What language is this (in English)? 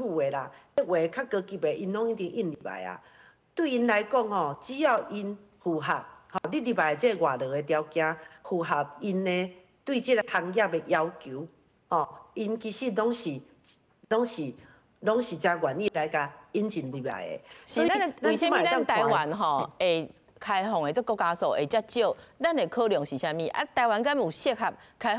Min Nan Chinese